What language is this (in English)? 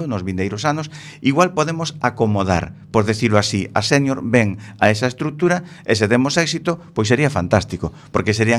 Galician